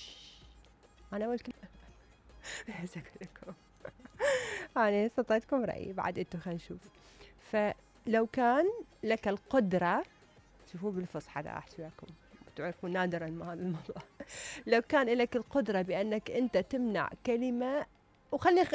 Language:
Mesopotamian Arabic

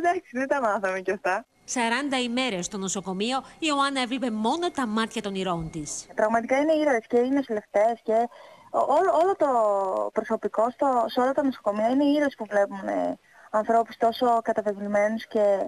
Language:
Greek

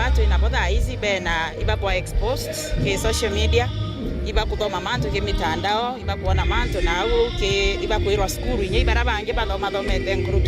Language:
Meru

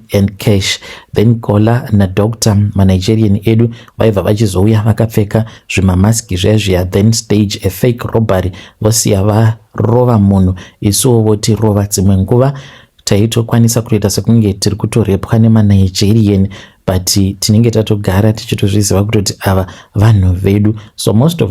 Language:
Shona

